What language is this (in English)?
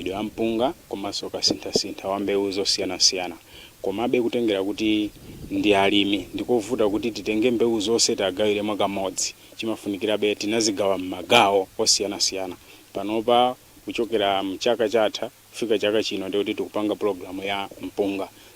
Nyanja